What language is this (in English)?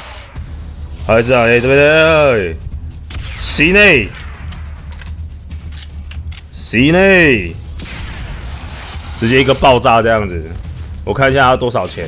Chinese